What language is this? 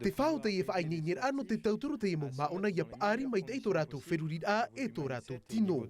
Tahitian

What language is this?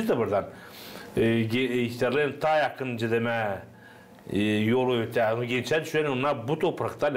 Gagauz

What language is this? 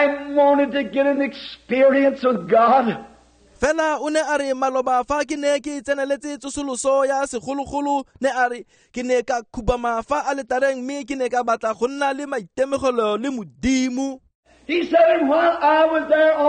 Tswana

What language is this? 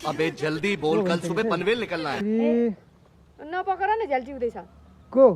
Nepali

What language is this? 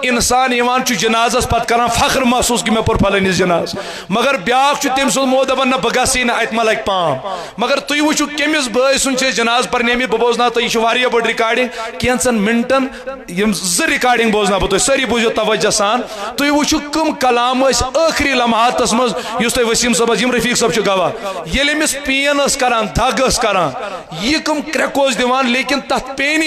Kashmiri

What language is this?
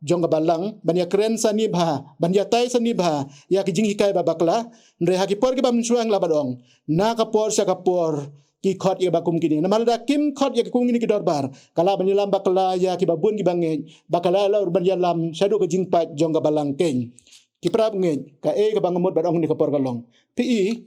Khasi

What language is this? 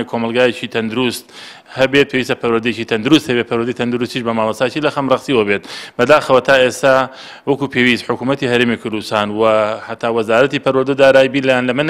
Central Kurdish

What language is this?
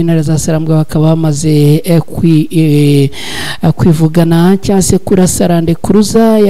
Kinyarwanda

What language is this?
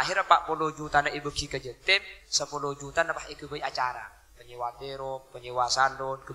Madurese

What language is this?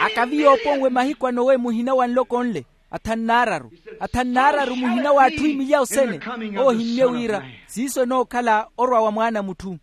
Makhuwa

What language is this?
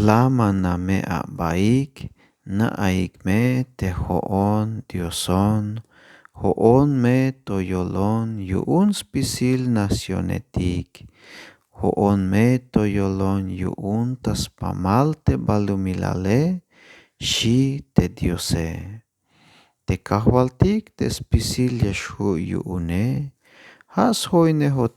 Tzeltal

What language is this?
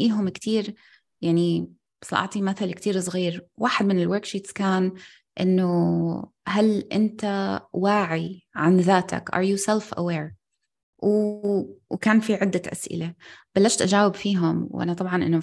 North Levantine Arabic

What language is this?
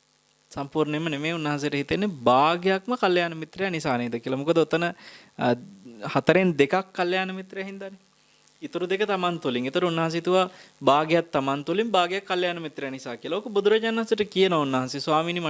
Sinhala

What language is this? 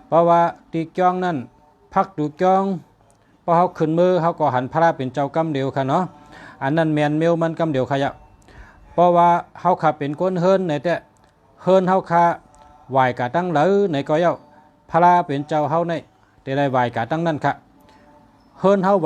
Shan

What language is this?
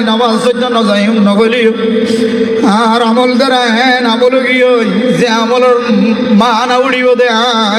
Rohingya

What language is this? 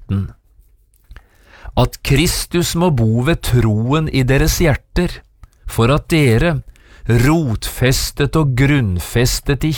Norwegian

